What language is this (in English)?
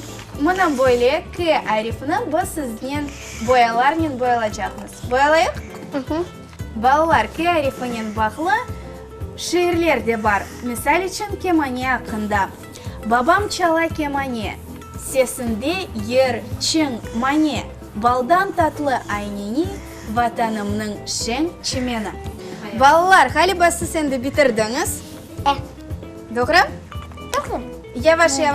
Crimean Tatar